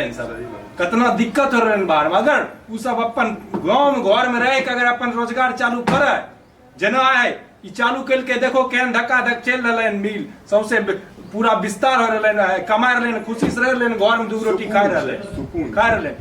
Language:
Maithili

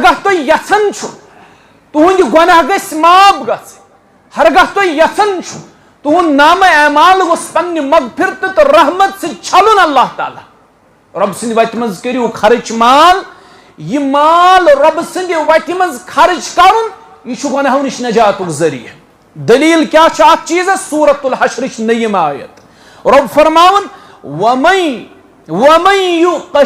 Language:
Kashmiri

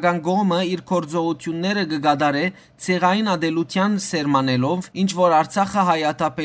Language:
Western Armenian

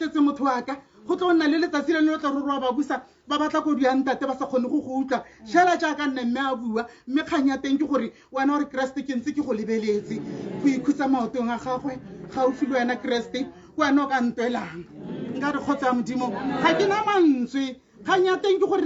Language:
Tswana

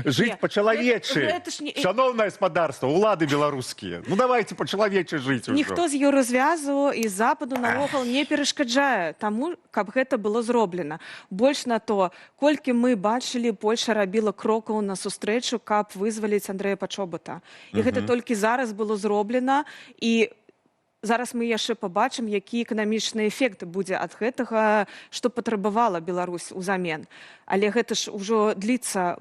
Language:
Belarusian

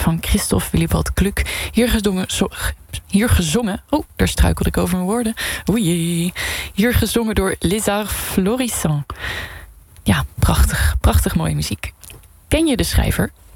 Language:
Dutch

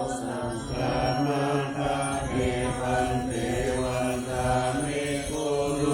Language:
Pali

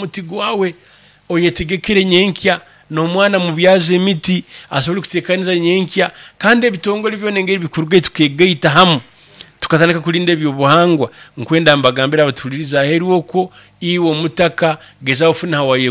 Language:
Nyankole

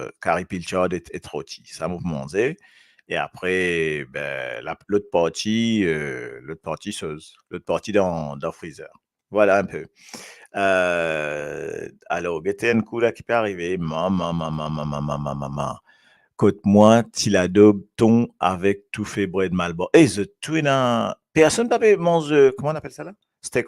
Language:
Morisyen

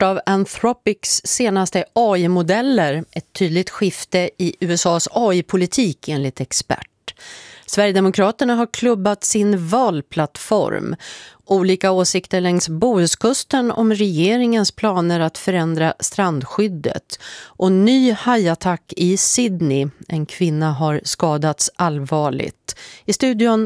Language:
Swedish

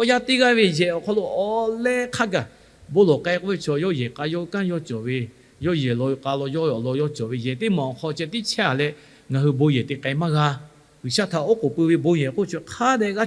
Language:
Lahu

